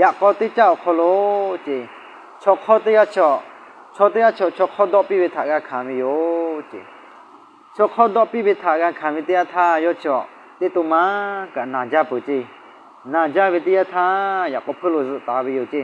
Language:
Lahu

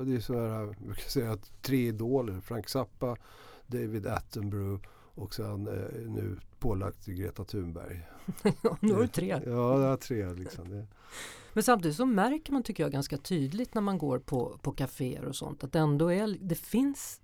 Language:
Swedish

